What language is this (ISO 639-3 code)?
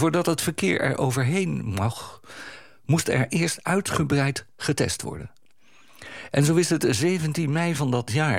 nld